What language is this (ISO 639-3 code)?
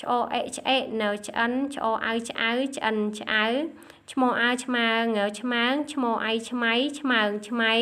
khm